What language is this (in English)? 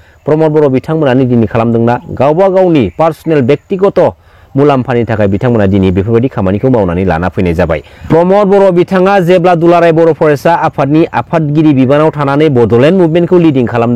Bodo